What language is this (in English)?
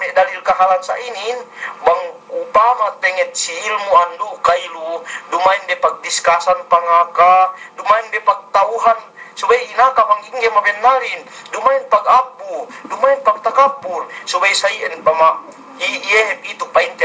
Yakan